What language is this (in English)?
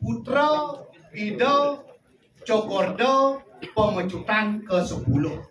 Balinese